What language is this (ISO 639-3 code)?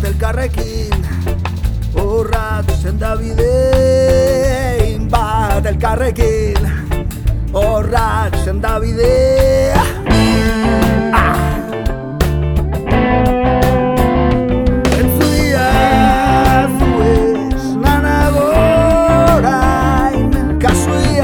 eus